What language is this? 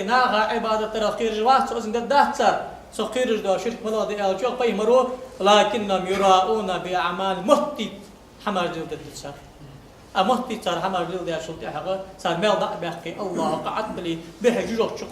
Ingush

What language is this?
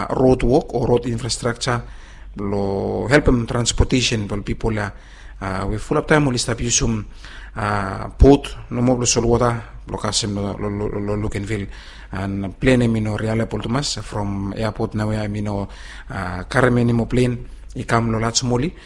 Bislama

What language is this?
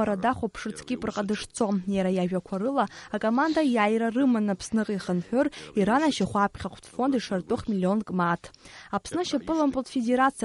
Abkhazian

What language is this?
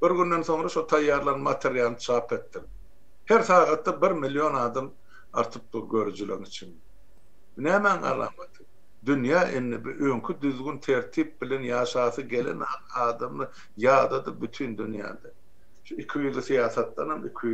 Turkmen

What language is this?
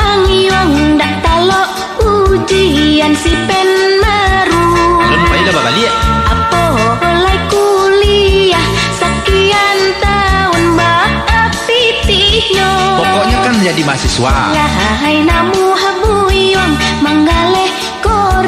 Minangkabau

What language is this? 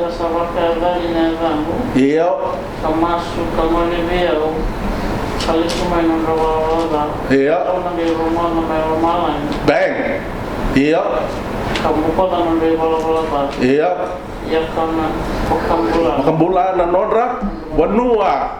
Fijian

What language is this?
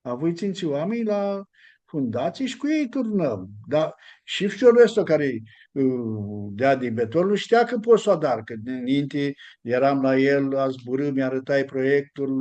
Aromanian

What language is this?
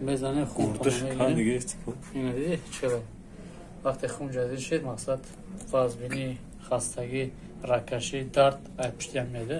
Tajik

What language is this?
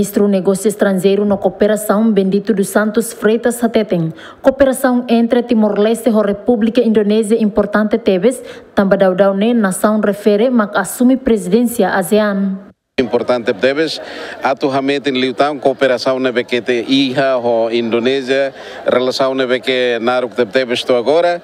Tetum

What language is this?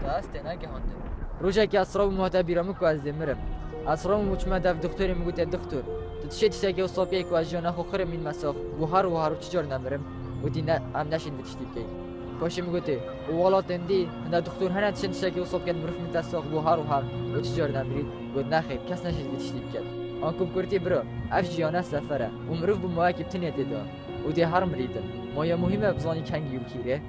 Kurdish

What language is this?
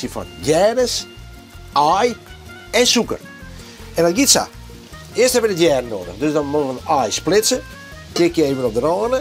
Western Frisian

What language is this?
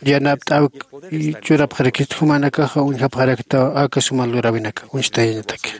Aymara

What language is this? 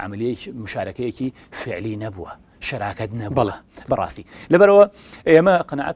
Central Kurdish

